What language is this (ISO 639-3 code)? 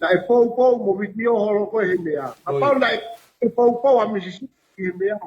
ton